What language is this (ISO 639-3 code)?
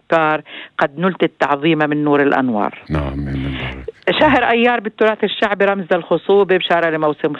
apc